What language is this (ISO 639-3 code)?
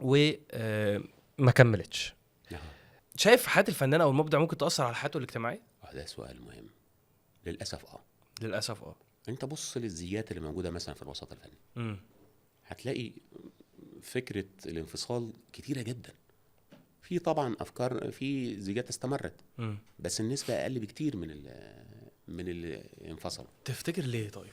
arz